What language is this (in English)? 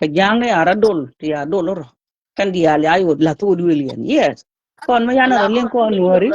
Nuer